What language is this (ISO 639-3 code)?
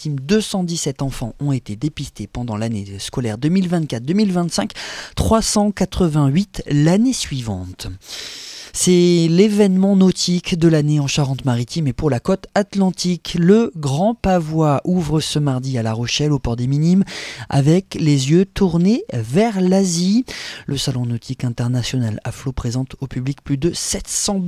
fra